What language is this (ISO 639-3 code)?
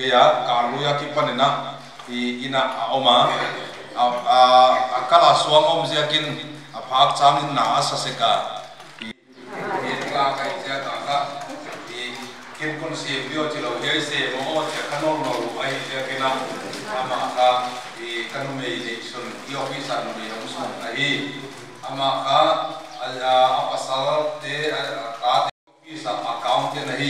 pck